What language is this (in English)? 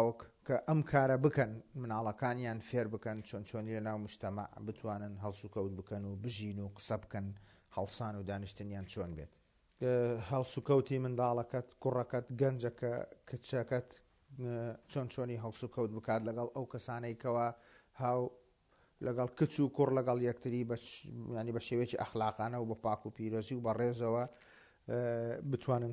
Central Kurdish